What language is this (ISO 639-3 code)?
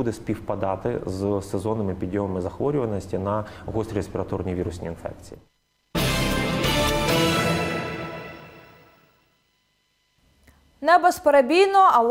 ukr